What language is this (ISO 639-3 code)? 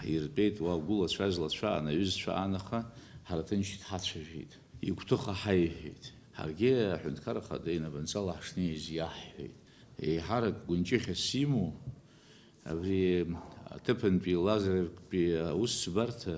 abk